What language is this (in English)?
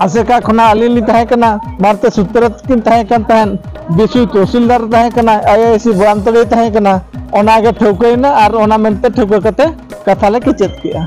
Santali